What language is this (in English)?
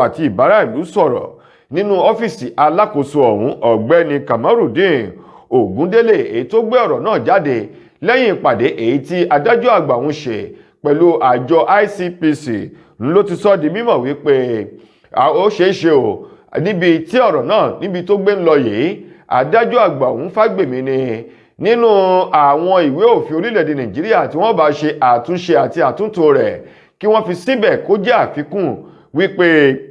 Yoruba